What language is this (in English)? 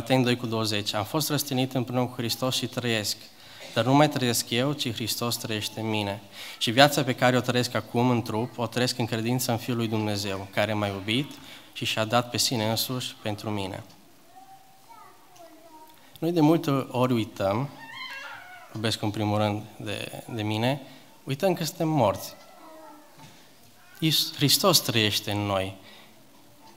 Romanian